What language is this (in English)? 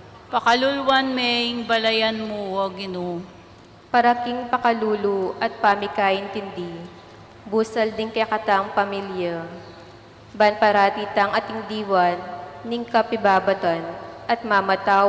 Pampanga